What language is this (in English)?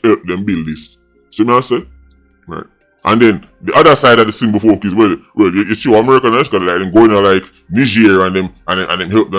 Jamaican Creole English